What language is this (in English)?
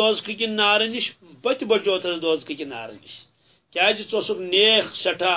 Kashmiri